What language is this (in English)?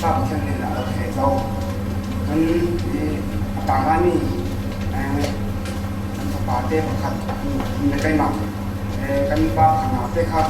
Falam Chin